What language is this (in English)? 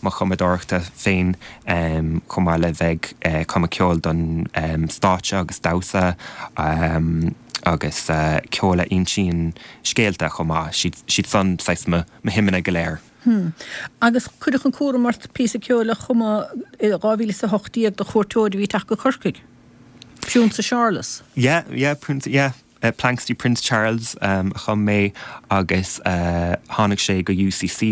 Irish